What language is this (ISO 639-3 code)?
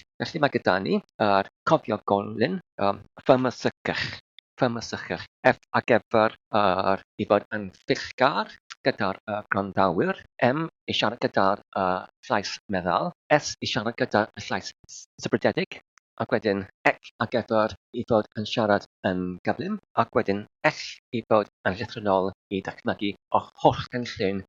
cym